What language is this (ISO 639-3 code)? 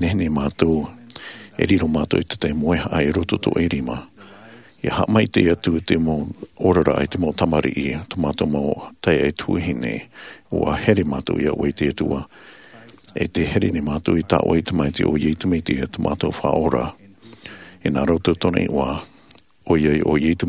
tah